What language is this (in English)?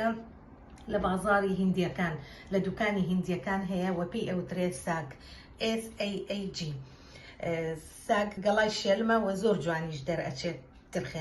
Central Kurdish